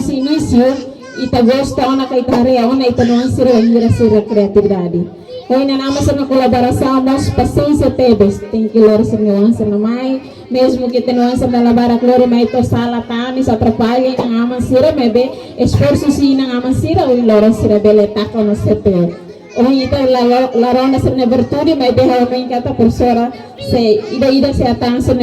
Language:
Tetum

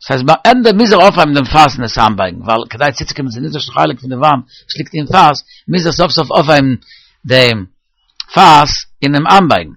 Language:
Yiddish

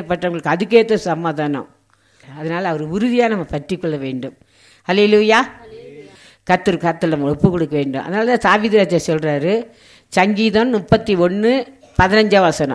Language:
Tamil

